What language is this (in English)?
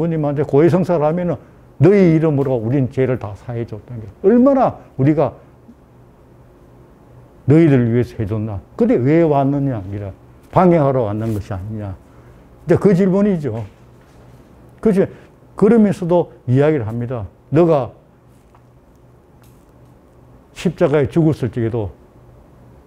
Korean